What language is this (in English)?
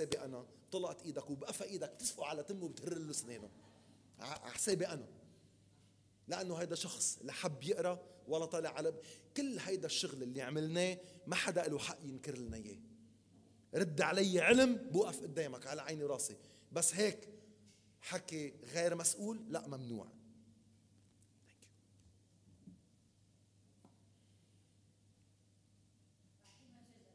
North Levantine Arabic